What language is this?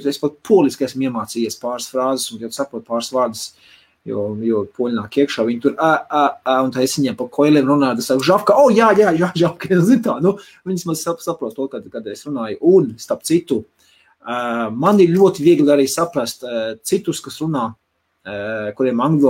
Latvian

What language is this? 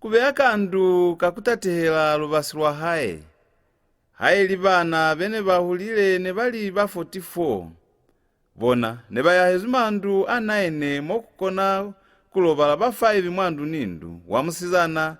Lozi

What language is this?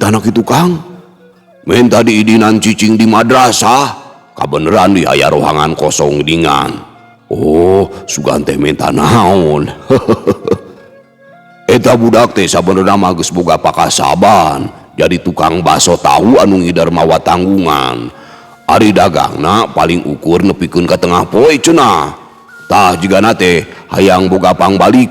Sundanese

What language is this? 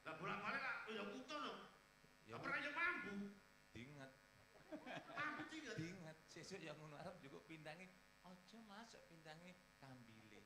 Javanese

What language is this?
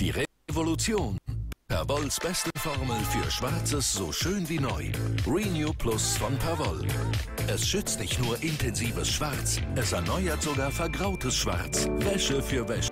Swiss German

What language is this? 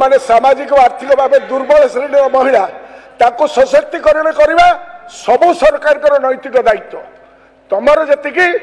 Odia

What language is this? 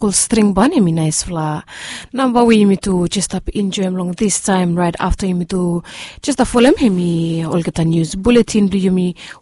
Bislama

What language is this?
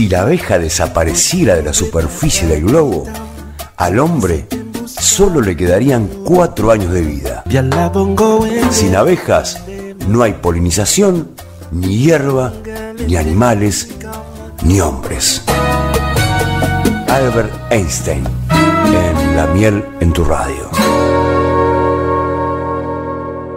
Spanish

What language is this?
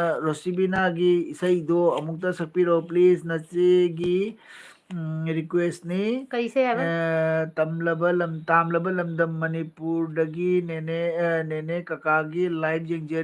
Manipuri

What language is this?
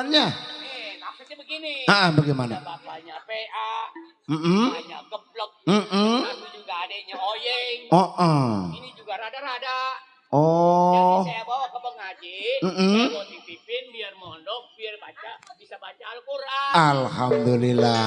Betawi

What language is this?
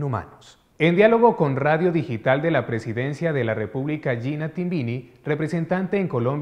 Spanish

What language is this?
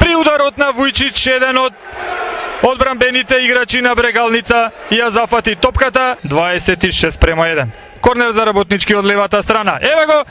Macedonian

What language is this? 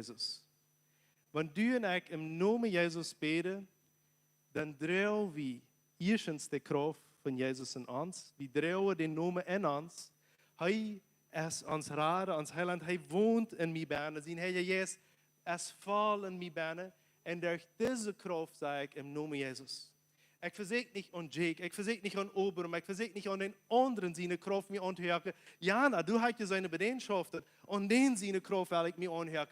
Plautdietsch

